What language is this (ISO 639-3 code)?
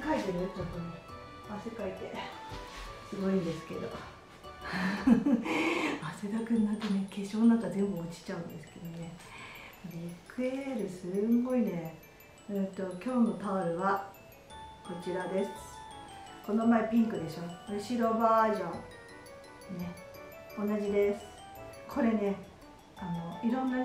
jpn